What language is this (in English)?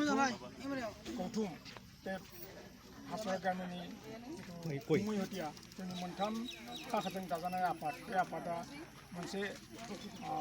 Bodo